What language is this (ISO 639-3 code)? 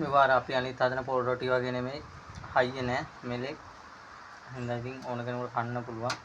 sin